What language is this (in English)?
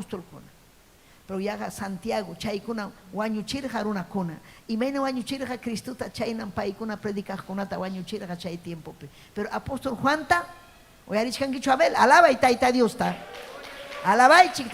Ayacucho Quechua